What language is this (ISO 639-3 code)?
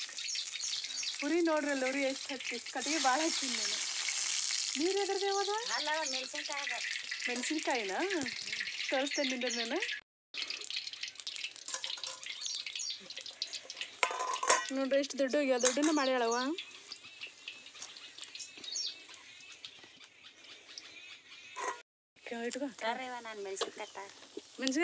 kan